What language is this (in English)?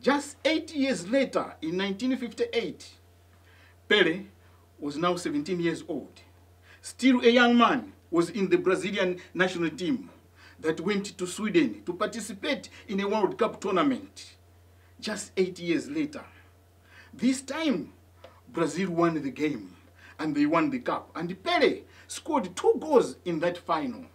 English